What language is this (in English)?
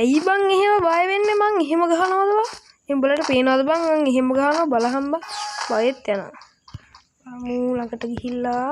Sinhala